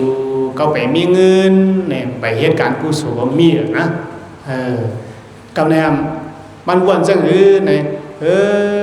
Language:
Shan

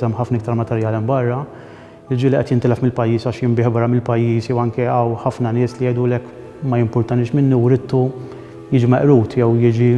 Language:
Maltese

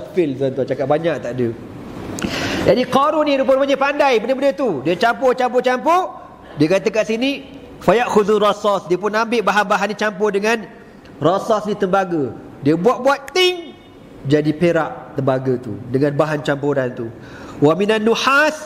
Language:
Malay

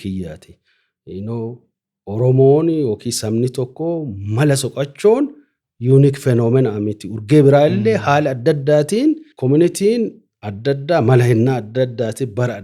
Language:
Oromo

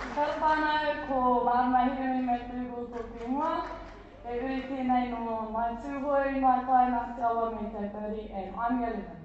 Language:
Māori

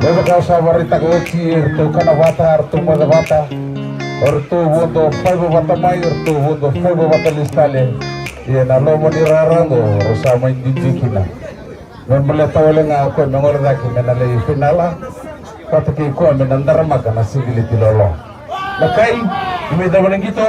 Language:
Fijian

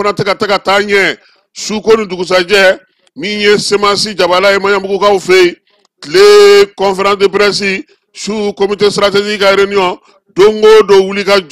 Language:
Bambara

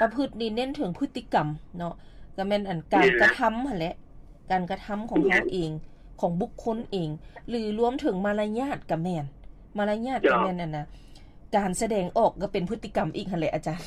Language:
Lao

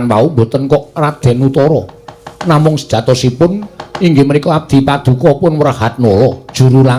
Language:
Javanese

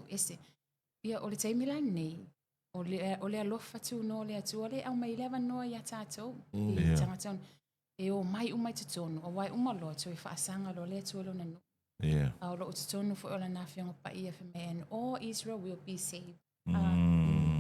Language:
Samoan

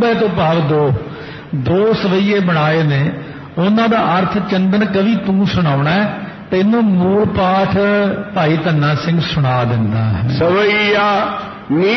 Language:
Punjabi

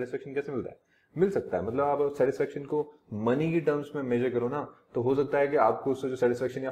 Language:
Hindi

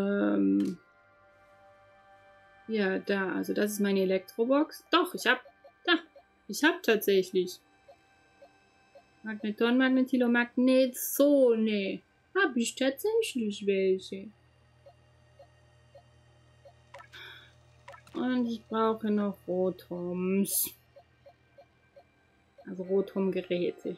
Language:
German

